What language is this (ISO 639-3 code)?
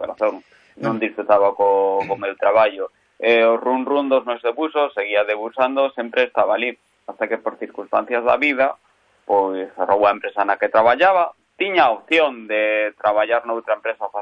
glg